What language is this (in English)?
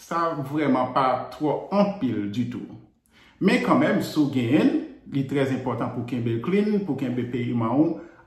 Haitian Creole